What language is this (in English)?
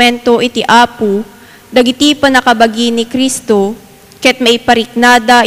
Iloko